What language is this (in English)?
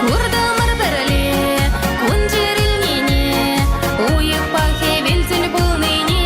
Chuvash